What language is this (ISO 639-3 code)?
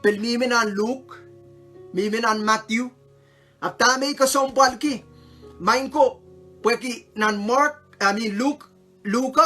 pon